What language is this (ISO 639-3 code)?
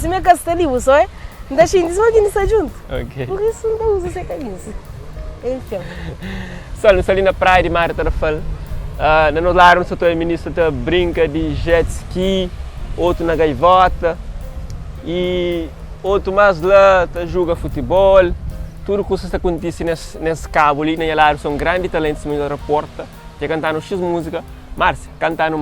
kea